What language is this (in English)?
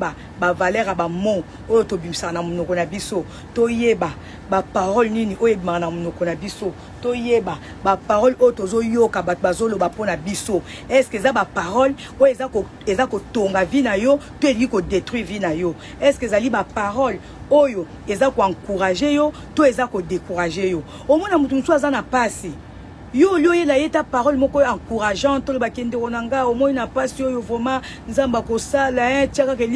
Lingala